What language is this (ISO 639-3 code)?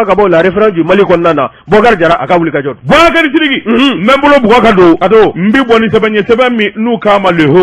bam